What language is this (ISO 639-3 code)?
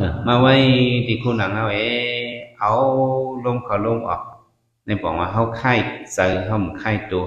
shn